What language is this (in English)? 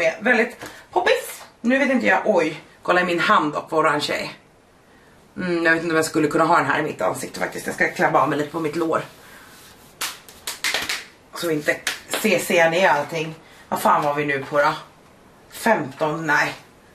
Swedish